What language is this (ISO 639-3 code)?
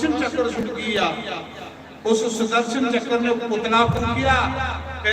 doi